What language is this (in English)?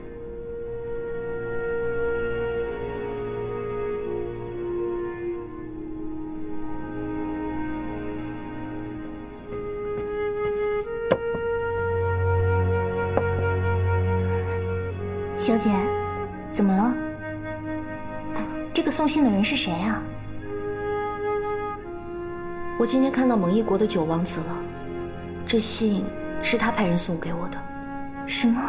Chinese